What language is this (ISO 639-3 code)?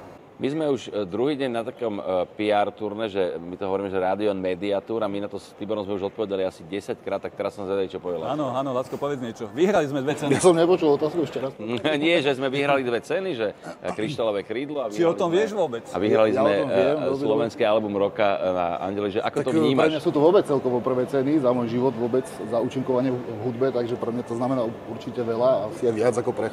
slk